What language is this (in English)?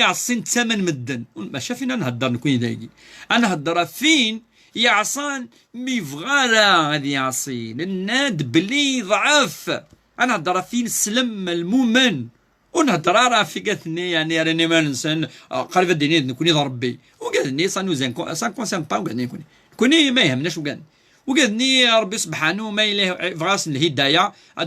Kabyle